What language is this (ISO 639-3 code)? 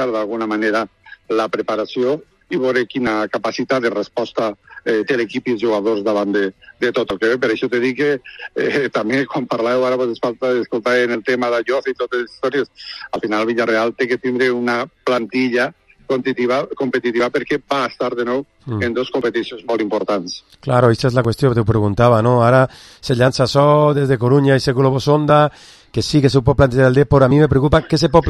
cat